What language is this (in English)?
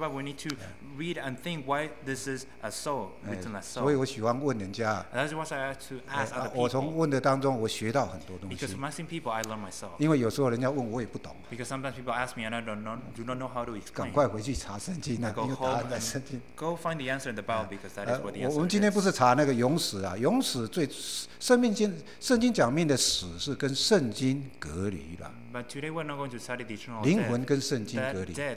Chinese